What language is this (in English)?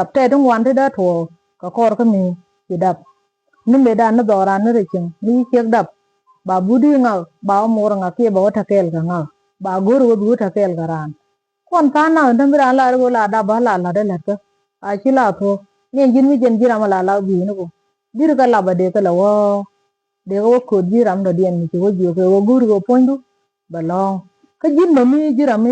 Nuer